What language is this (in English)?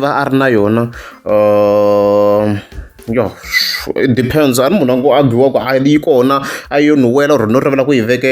Tsonga